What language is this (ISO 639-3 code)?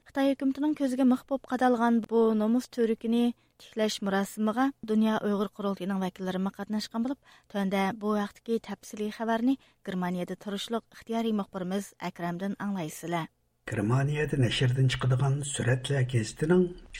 uig